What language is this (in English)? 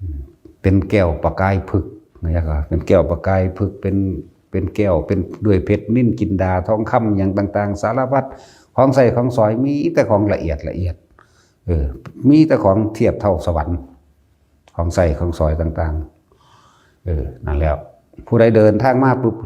Northeastern Thai